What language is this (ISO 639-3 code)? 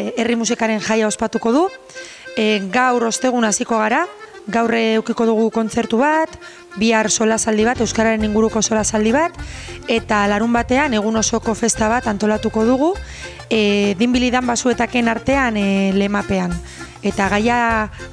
eus